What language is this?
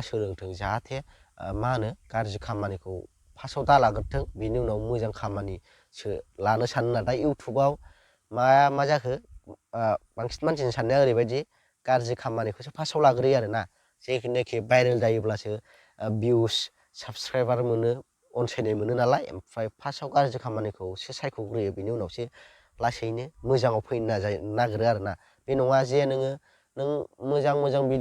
Bodo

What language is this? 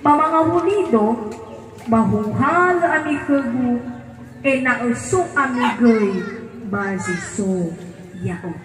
Nias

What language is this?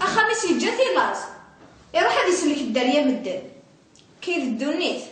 Kabyle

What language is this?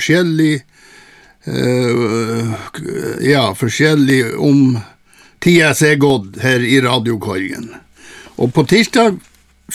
Norwegian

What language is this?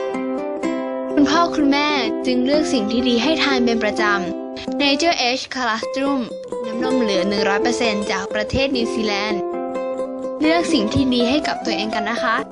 Lao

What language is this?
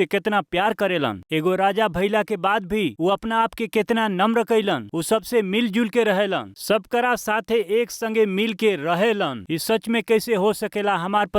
Bhojpuri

